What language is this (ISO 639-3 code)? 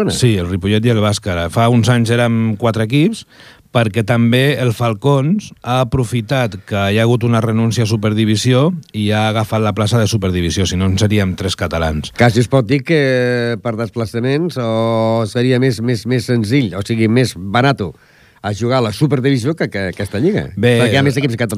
cat